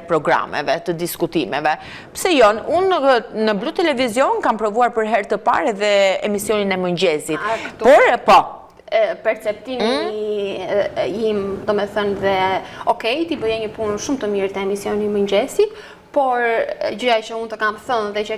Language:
Albanian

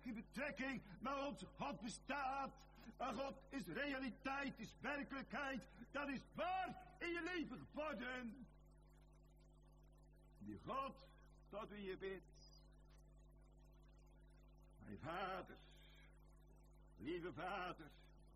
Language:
Dutch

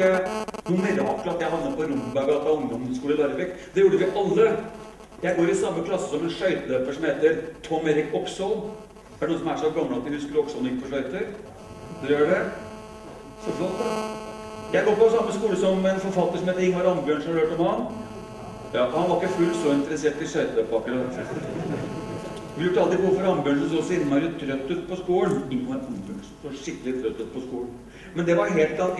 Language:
Norwegian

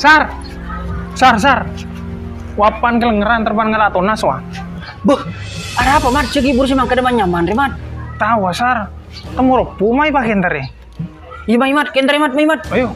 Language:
Madurese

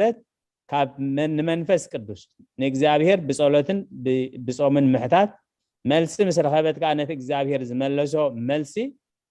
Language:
Tigrinya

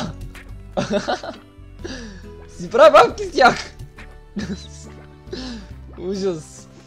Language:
Bulgarian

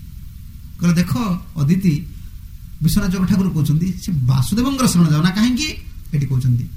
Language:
Odia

